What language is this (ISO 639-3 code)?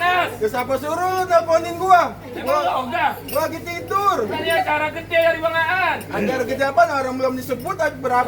bew